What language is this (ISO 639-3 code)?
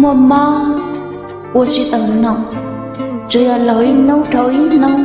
hmn